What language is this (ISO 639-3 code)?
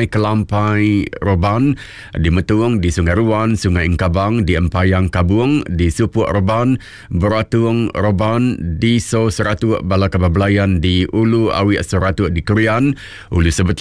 iba